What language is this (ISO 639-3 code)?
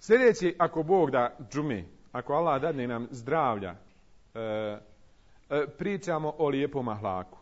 bos